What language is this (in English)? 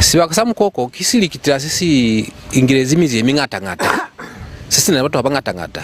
Lozi